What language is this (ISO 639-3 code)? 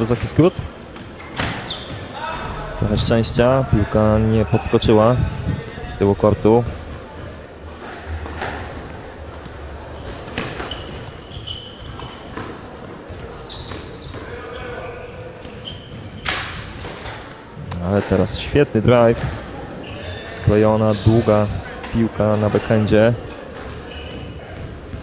pol